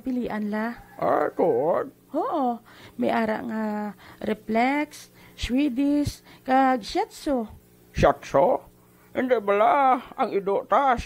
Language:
Hiligaynon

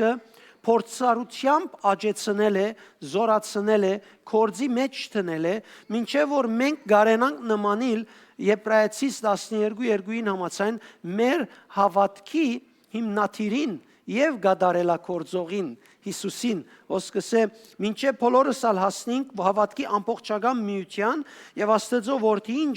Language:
Western Armenian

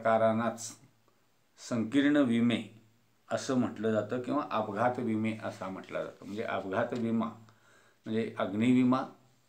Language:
Marathi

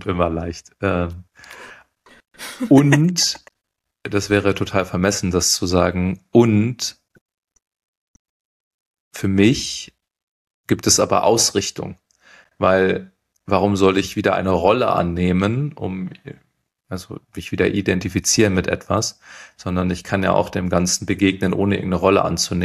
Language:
German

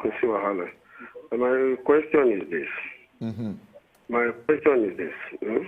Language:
Nigerian Pidgin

